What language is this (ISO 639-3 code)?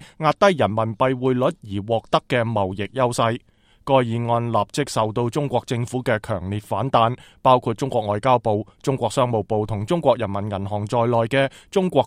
yue